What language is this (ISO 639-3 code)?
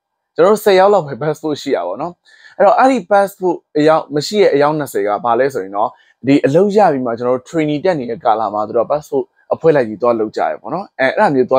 mya